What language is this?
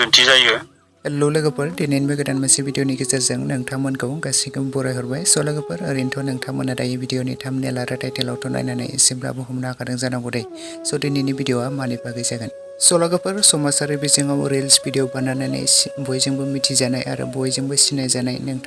Bodo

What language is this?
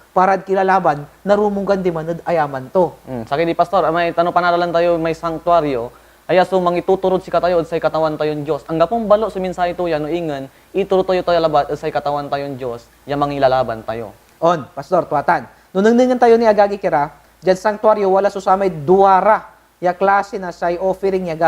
Pangasinan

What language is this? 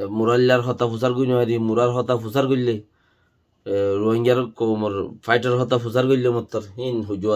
Rohingya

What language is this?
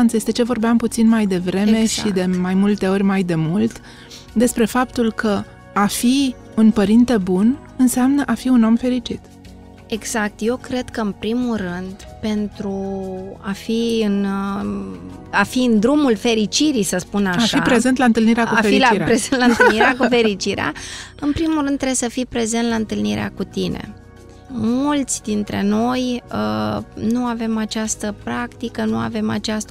Romanian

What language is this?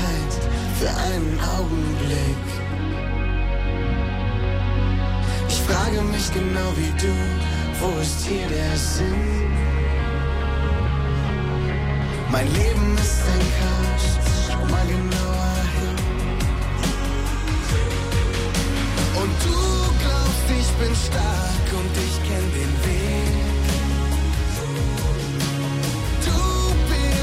German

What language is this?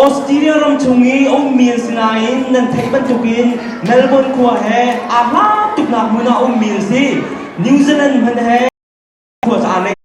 Hakha Chin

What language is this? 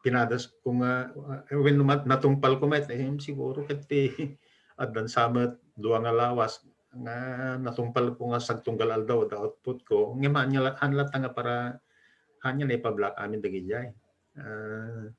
Iloko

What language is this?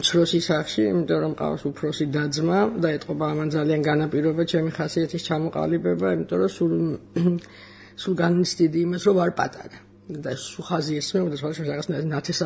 Georgian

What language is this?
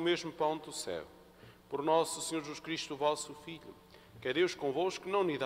Portuguese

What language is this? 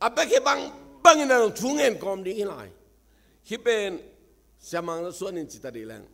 Tedim Chin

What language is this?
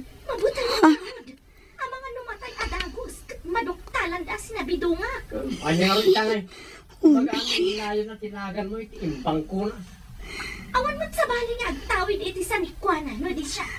Iloko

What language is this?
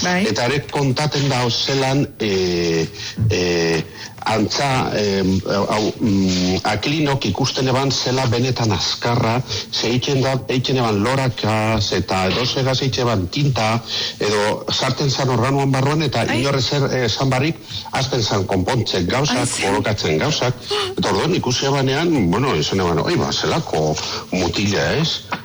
Basque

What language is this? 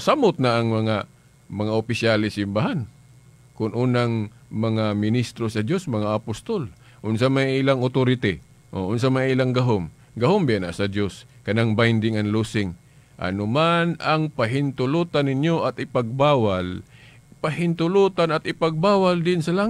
Cebuano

